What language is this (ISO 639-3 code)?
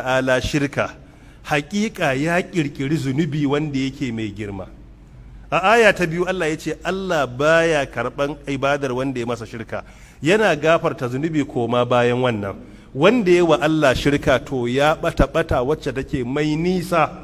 hau